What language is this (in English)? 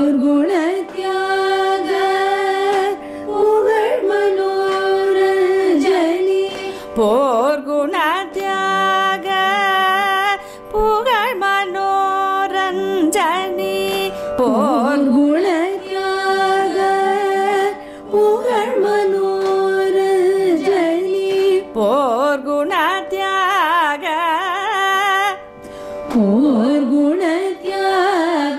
Tamil